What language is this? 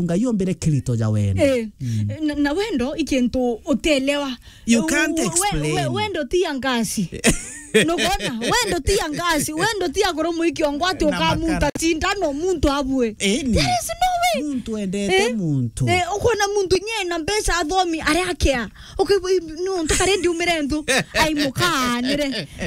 Meru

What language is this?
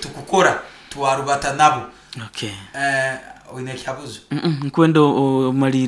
Nyoro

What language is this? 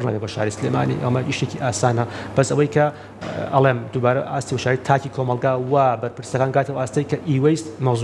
Central Kurdish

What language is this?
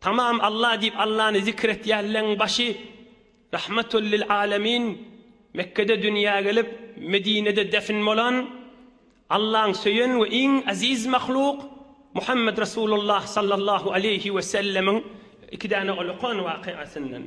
Turkmen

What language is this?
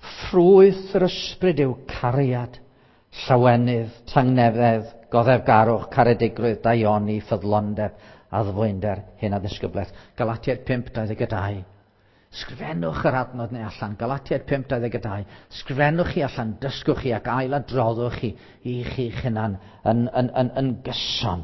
Welsh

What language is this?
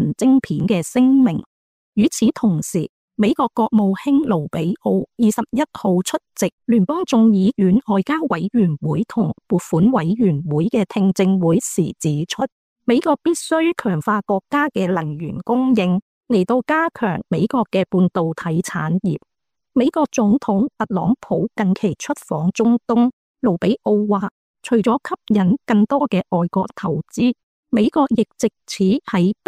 Cantonese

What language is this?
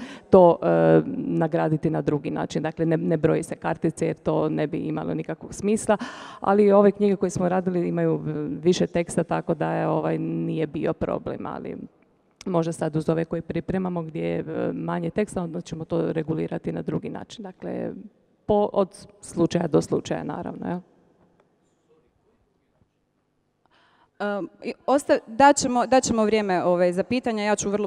Croatian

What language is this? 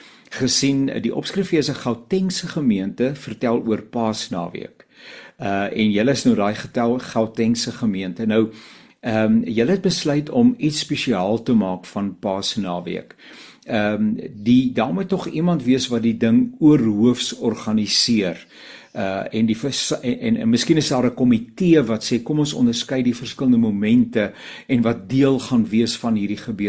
Afrikaans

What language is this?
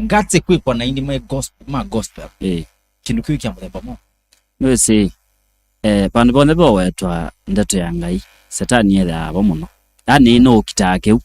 Kamba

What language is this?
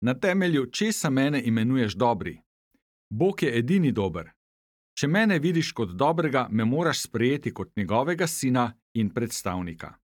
Slovenian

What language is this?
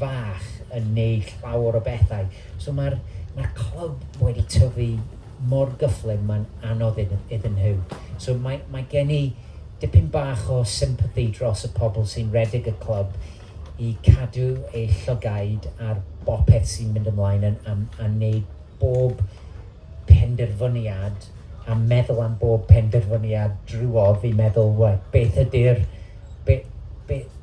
Welsh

